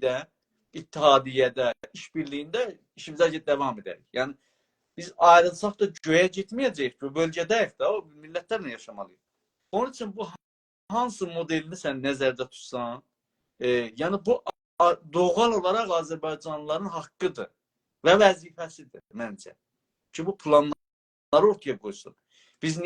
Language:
South Azerbaijani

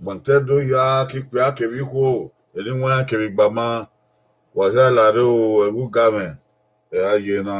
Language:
Bini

